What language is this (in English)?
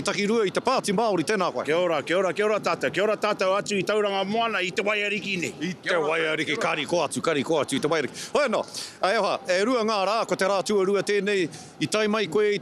Māori